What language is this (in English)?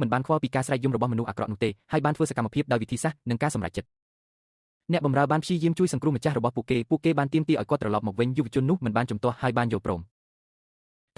Khmer